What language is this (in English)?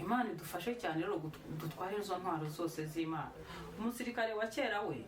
Kinyarwanda